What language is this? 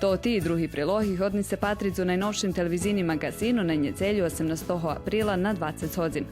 Rusyn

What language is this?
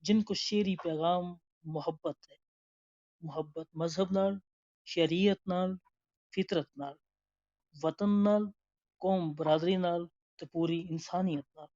Gujari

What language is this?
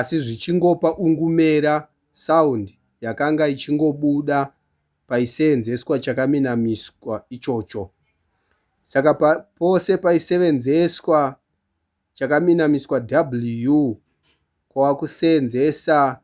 Shona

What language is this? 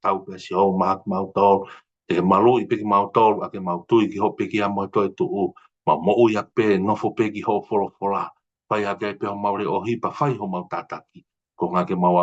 Tongan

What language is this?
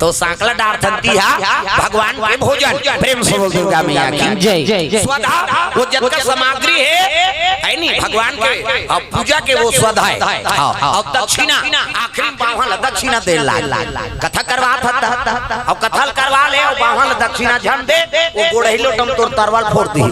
Chhattisgarhi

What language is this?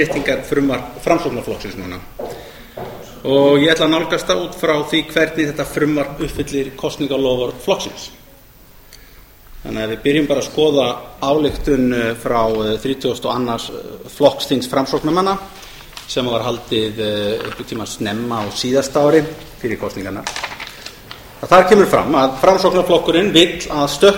Icelandic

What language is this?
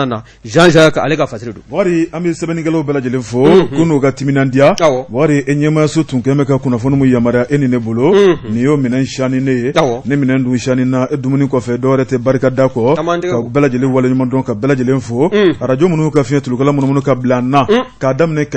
Bambara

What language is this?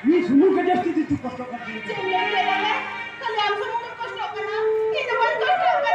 Santali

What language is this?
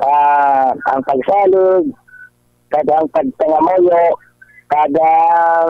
Hiligaynon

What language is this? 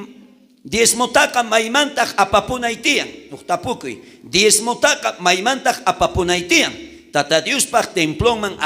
South Bolivian Quechua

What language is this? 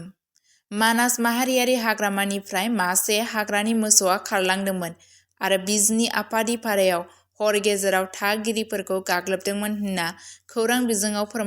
Bodo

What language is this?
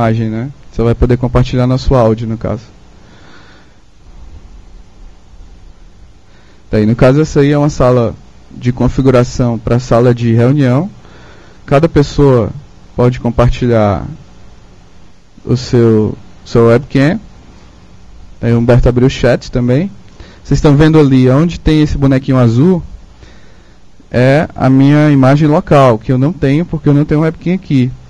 Portuguese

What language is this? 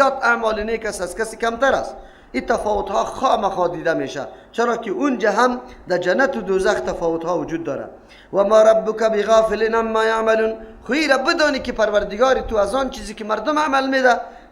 Persian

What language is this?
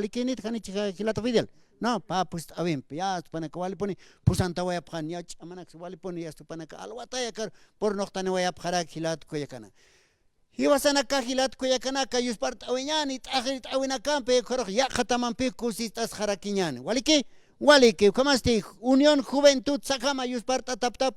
Aymara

